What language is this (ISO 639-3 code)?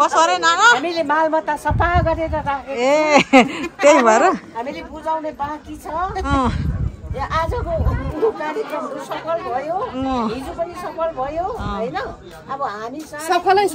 nep